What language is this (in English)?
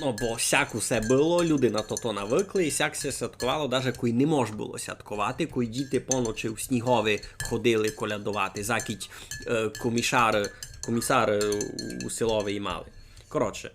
Rusyn